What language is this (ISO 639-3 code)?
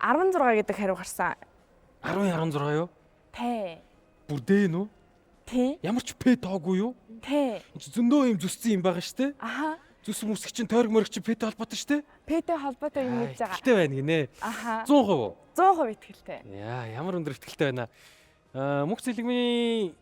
mon